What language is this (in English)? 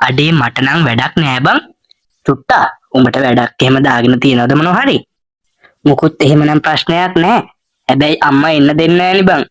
Sinhala